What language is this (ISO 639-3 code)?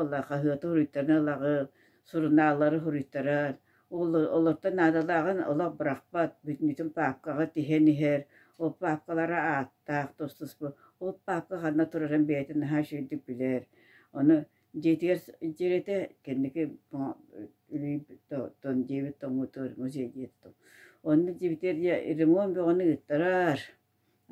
sah